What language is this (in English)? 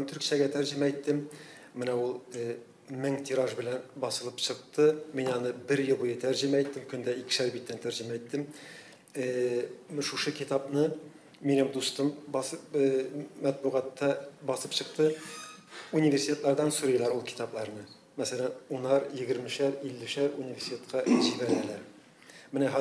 Tatar